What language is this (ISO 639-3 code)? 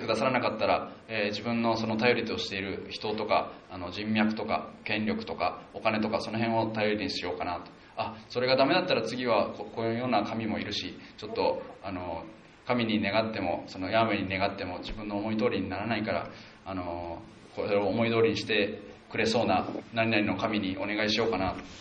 jpn